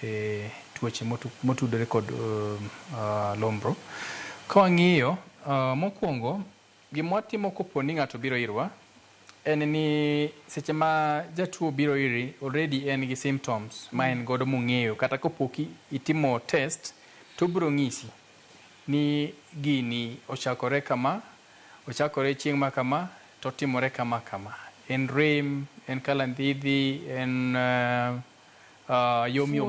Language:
Luo (Kenya and Tanzania)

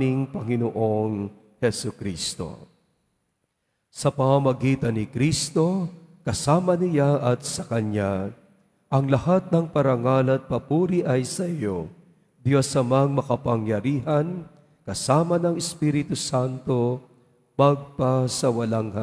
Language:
Filipino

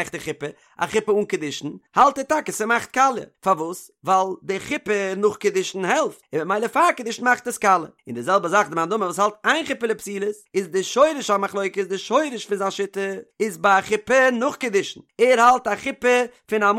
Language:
Yiddish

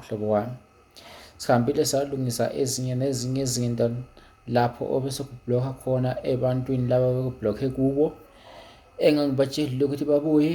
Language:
Zulu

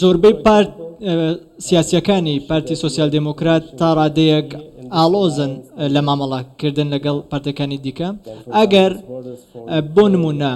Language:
Central Kurdish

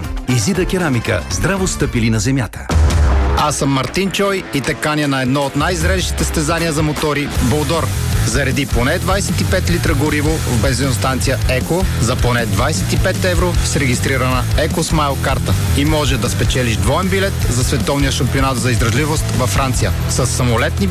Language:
Bulgarian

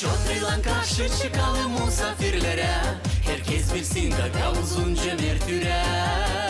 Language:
Gagauz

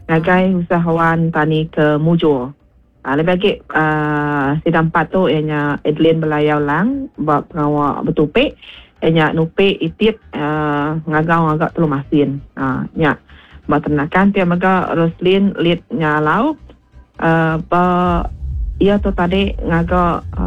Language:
Iban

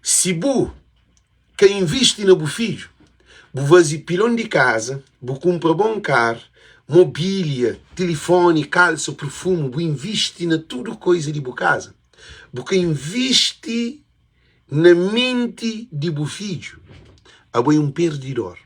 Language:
Kabuverdianu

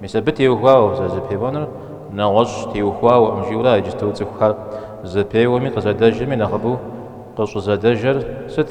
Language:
Kabardian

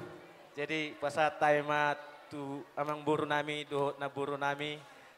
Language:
Batak Toba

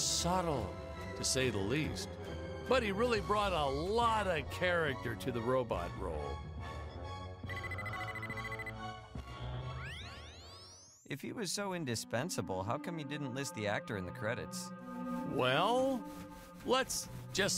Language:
English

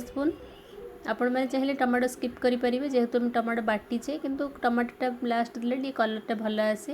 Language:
Odia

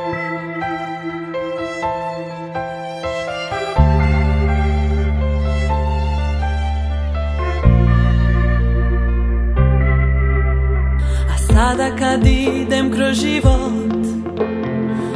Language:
Croatian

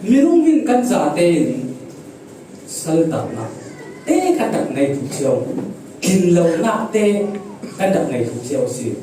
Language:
Falam Chin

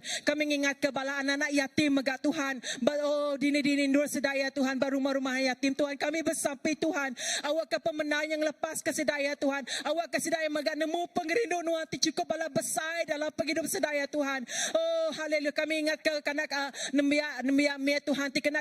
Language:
Iban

